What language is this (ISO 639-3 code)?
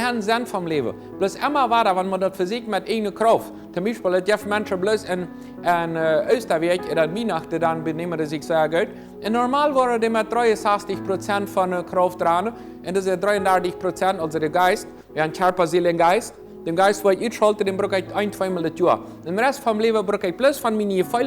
pdt